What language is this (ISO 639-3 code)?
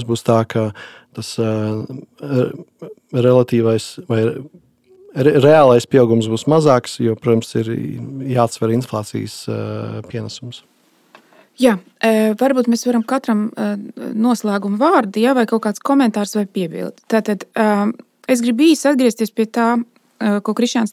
lav